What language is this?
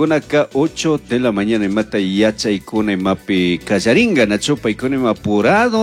Chimborazo Highland Quichua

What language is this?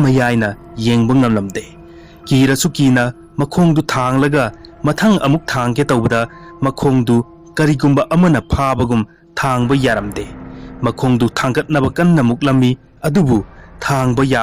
Manipuri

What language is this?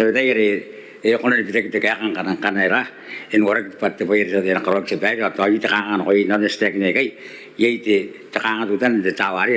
Gilbertese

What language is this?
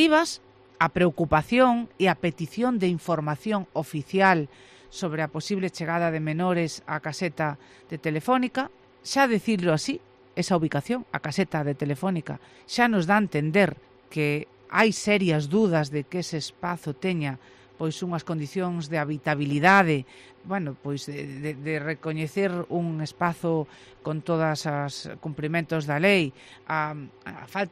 Galician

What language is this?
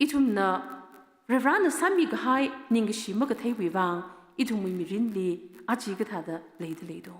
Tangkhul Naga (India)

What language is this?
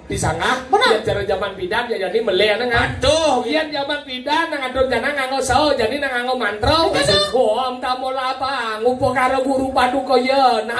Balinese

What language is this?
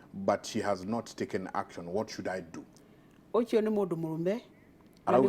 Kikuyu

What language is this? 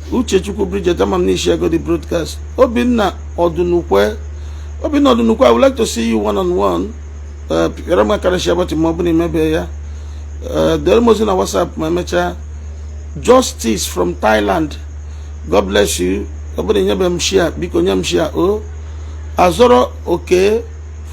Igbo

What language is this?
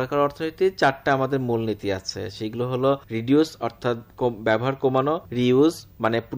Bangla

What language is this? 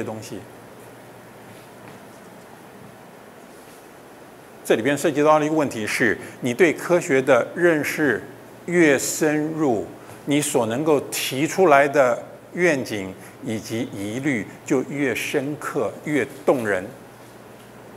Chinese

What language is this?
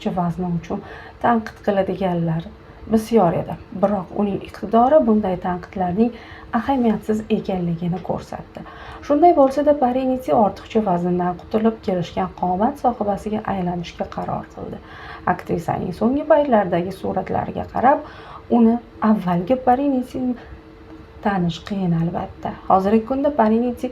Uzbek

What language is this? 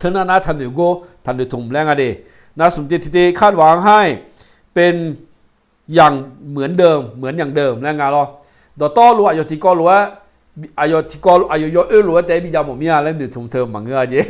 Akha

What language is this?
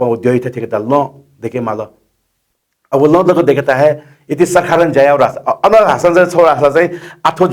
Newari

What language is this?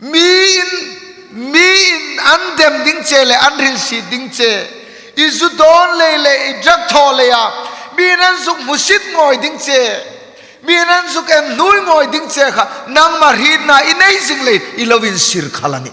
Hmar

